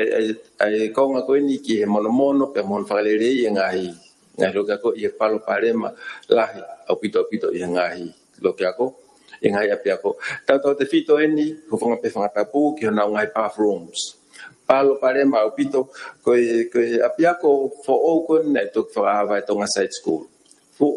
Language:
Tongan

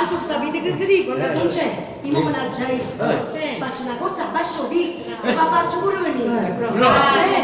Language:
Neapolitan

